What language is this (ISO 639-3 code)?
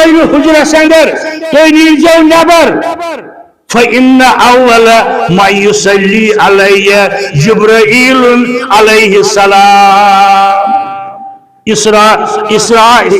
kas